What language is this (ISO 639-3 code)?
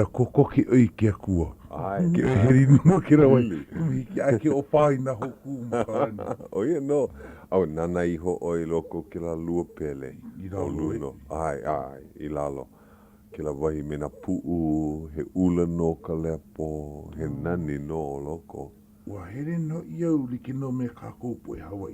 haw